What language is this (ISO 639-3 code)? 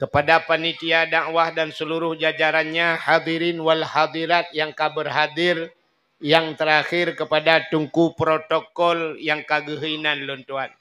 ace